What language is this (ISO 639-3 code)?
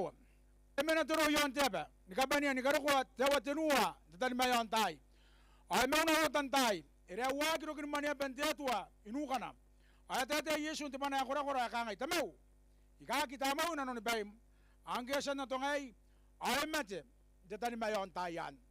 gil